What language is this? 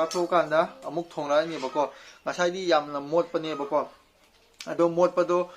Manipuri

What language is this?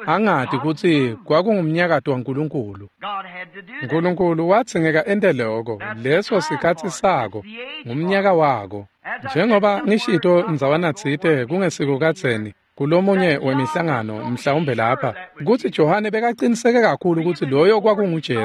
Swati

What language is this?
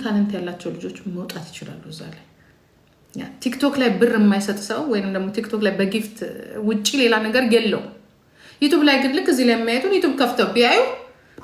Amharic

